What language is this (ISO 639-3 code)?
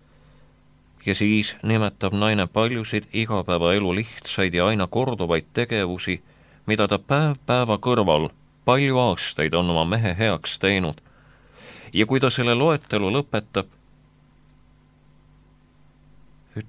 est